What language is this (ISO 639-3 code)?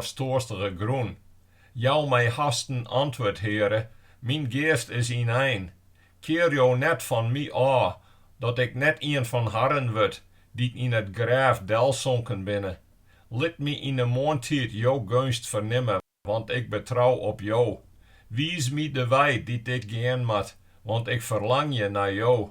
fry